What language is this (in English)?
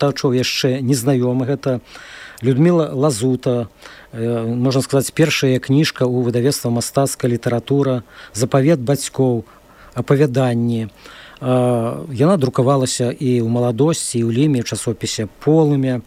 Belarusian